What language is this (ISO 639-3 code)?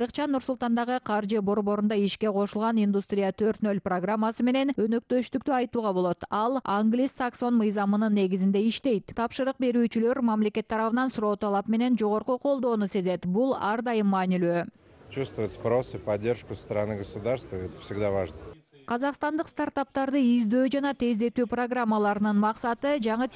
kir